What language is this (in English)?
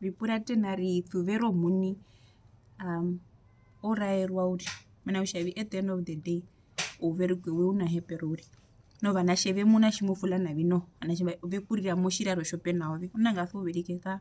Herero